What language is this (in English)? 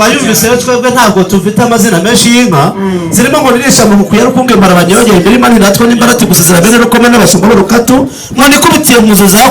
Kinyarwanda